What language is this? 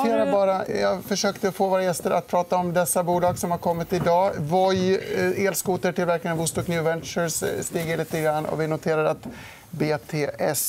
Swedish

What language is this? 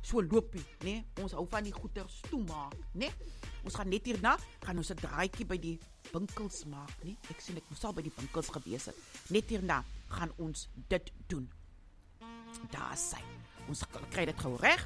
Afrikaans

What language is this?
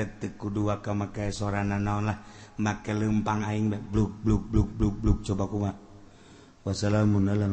Sundanese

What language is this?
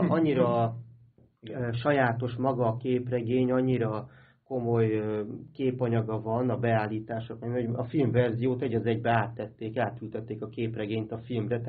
Hungarian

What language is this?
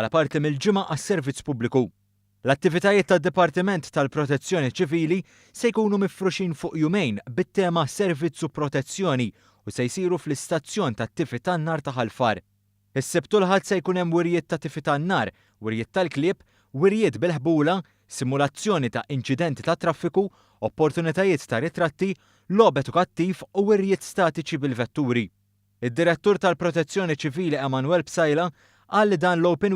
Maltese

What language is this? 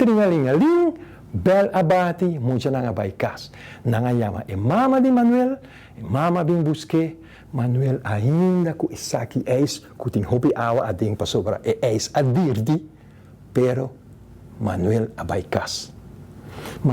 Papiamento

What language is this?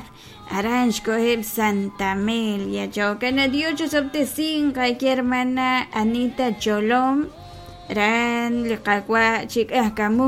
Kekchí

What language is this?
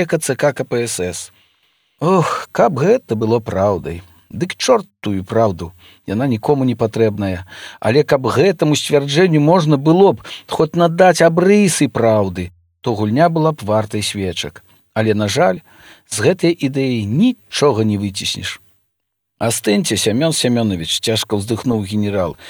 Belarusian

